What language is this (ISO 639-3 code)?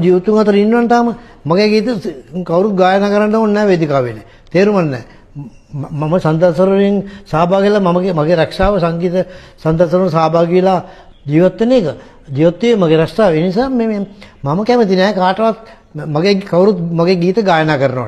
sin